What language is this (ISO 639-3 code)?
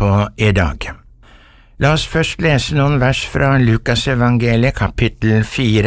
nor